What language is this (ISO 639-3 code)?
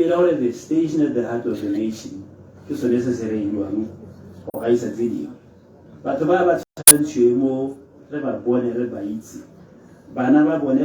tsn